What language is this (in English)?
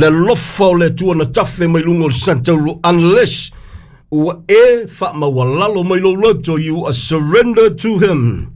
Samoan